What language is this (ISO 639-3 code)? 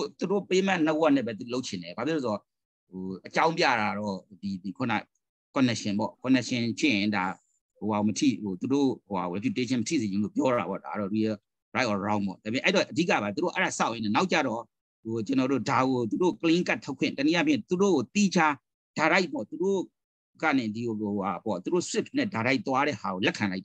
mya